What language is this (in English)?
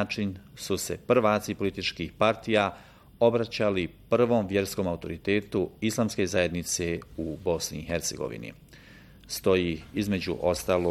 Bosnian